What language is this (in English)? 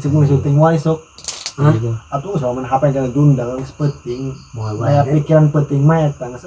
Sundanese